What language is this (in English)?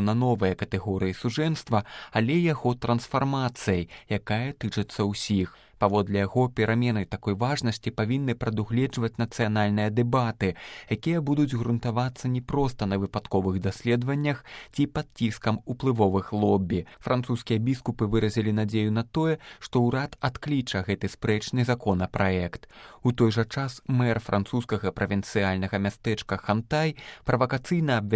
Belarusian